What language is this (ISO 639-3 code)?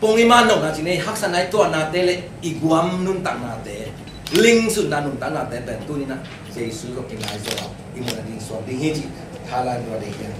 ctd